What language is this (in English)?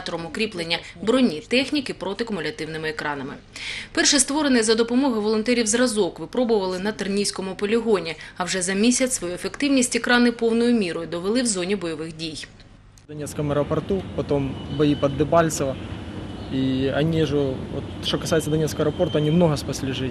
Ukrainian